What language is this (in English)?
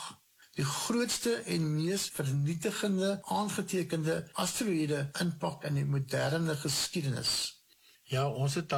Afrikaans